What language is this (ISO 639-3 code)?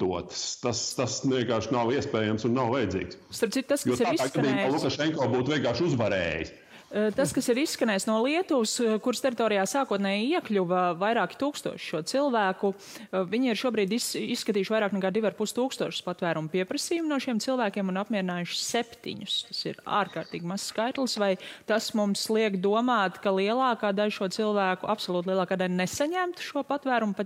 lav